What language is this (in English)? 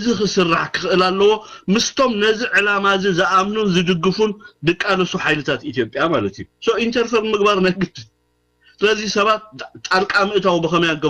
Tigrinya